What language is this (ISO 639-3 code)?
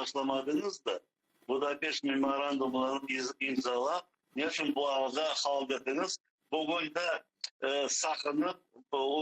crh